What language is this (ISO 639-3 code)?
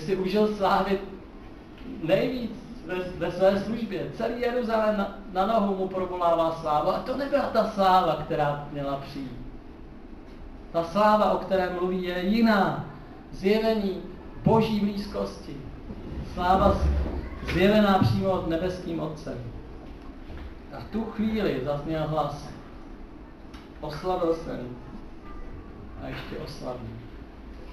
ces